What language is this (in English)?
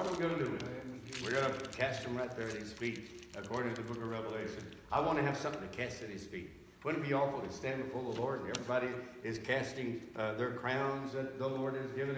English